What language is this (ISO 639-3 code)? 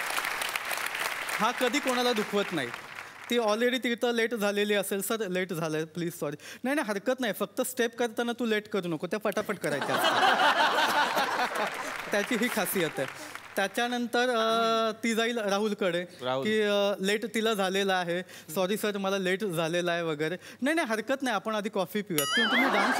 mar